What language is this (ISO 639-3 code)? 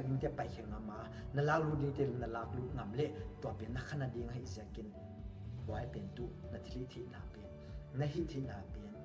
pck